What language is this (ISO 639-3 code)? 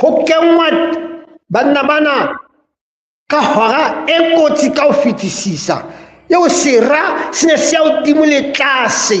sot